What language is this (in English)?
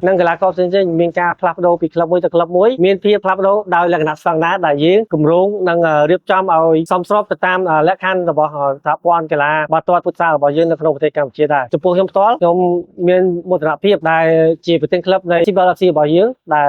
Khmer